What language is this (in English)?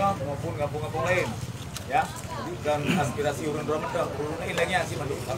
Achinese